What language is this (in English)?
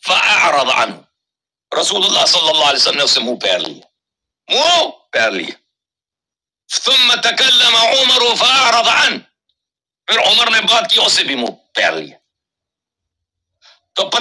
Urdu